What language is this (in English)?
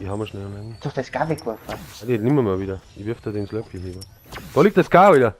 Bavarian